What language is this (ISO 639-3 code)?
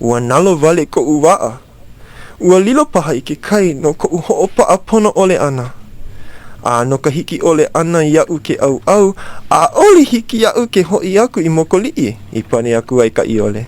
haw